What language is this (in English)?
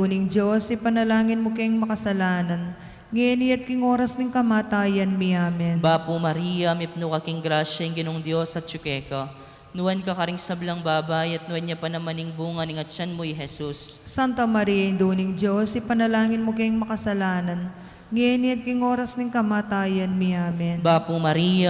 Pampanga